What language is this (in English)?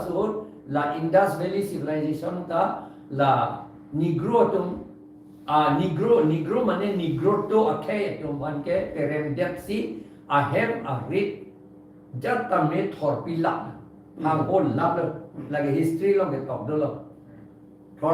Karbi